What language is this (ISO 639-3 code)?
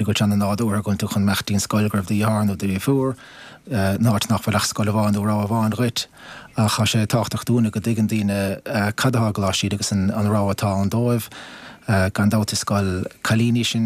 gle